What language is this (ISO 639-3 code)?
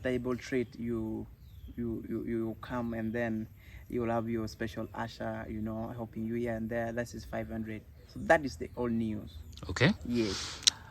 ach